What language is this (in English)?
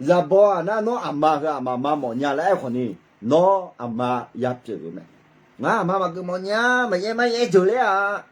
Akha